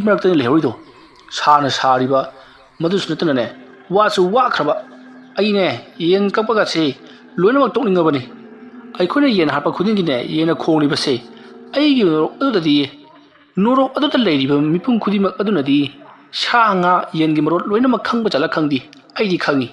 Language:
Manipuri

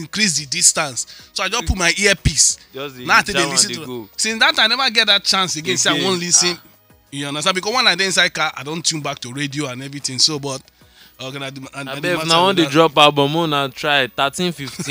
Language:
Nigerian Pidgin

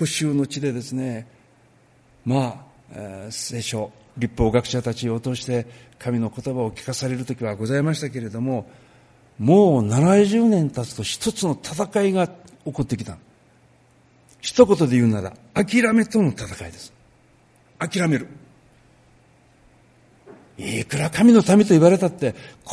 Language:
Japanese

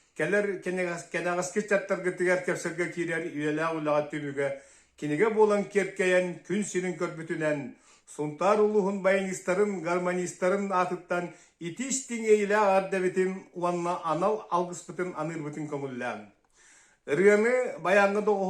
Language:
Yakut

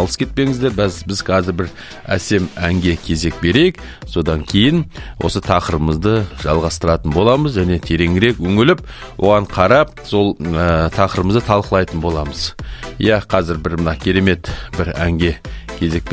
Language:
Kazakh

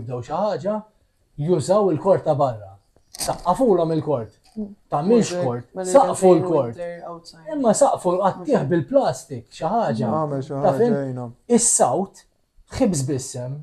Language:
Maltese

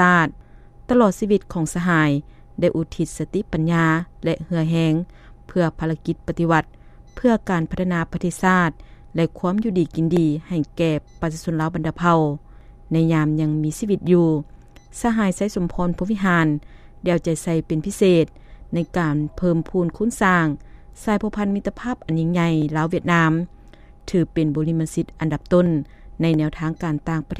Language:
Lao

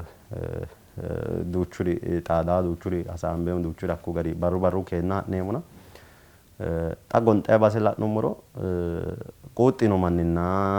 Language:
Sidamo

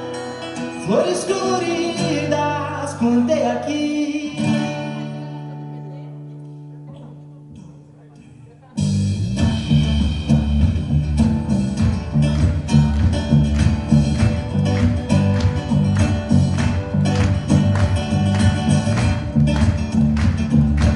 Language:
Portuguese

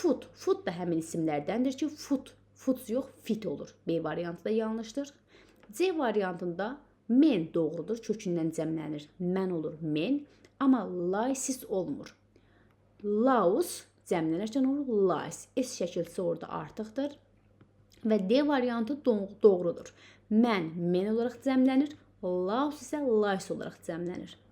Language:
Azerbaijani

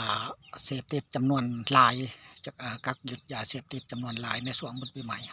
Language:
Lao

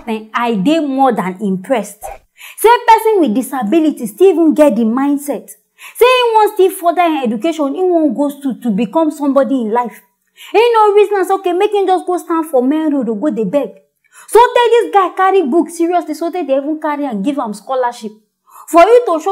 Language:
Nigerian Pidgin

